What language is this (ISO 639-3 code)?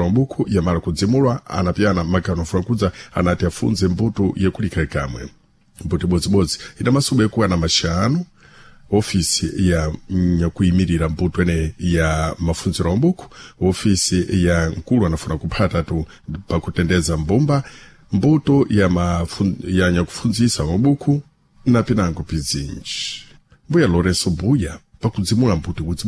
seh